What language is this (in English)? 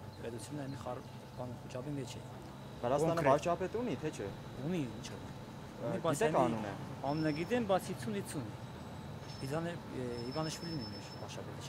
Armenian